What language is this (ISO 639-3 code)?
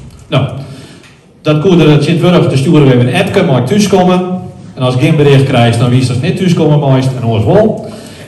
nld